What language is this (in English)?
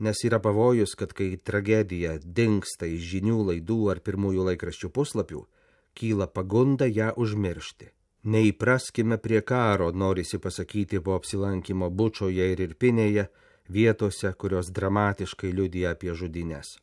Lithuanian